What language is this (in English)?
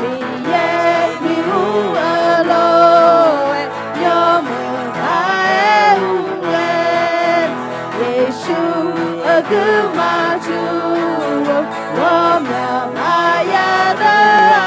Akha